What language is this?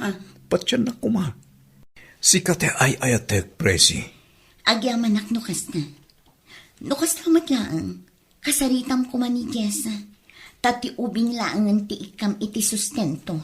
Iloko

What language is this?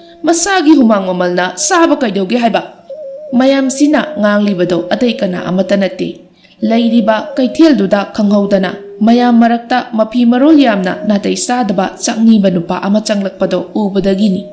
Manipuri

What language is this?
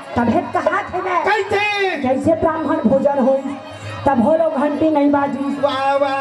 Chhattisgarhi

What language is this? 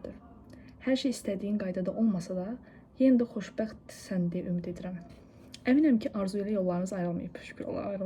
Azerbaijani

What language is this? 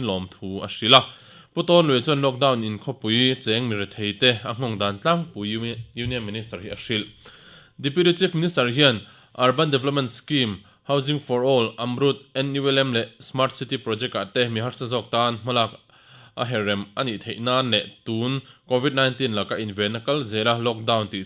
Mizo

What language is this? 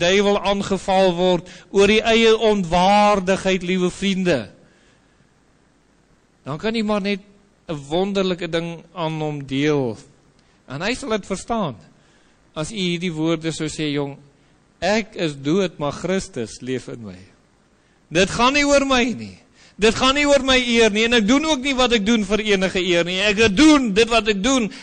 Afrikaans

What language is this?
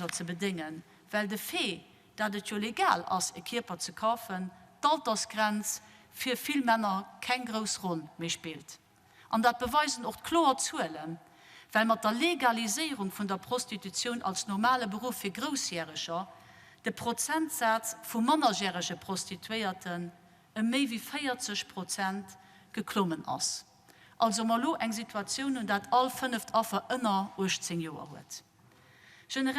Luxembourgish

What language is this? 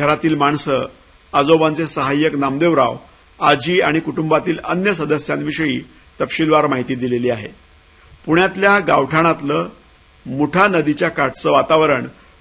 Marathi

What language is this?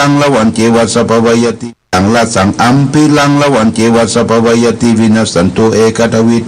Pali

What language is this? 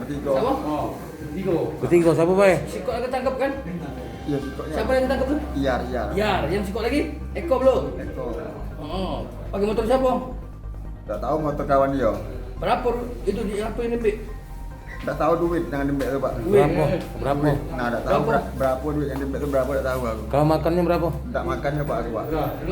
Musi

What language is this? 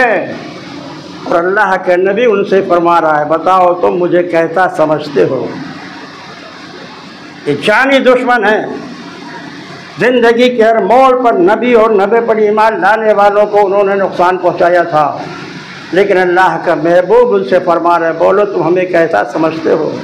Urdu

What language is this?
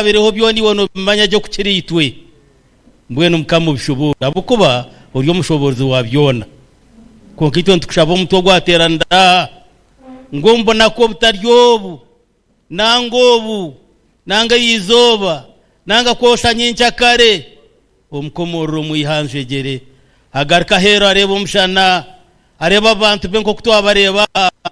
Nyankole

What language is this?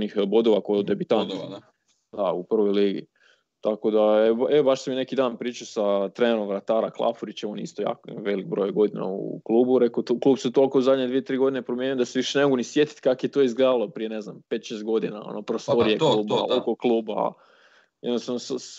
Croatian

